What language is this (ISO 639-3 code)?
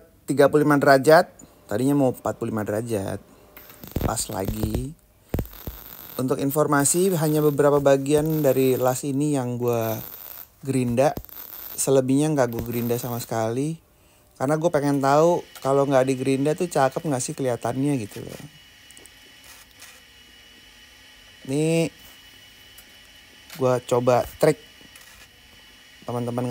ind